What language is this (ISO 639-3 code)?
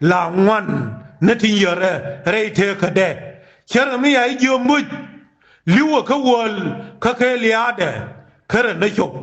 nus